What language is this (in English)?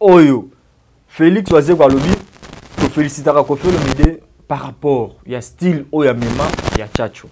Lingala